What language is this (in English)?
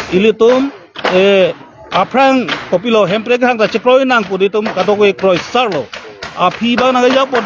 Karbi